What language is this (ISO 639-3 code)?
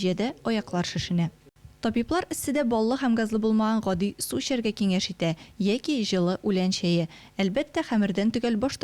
tat